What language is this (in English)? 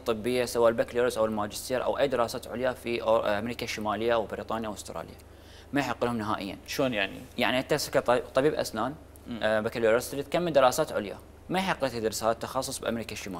Mesopotamian Arabic